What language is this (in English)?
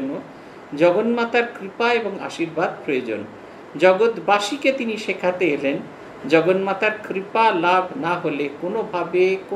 Bangla